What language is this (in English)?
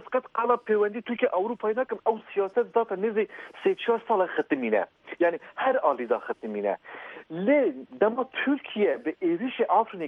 Kurdish